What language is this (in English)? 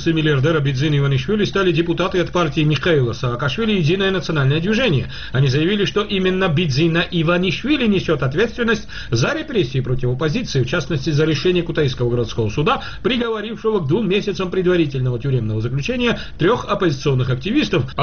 Russian